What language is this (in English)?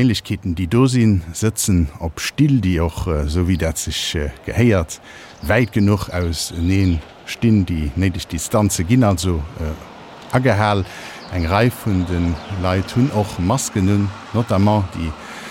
Luxembourgish